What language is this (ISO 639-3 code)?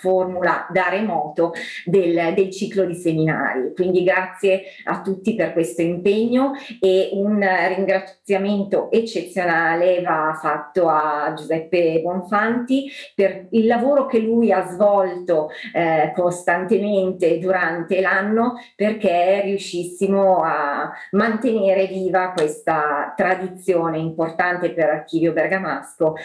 ita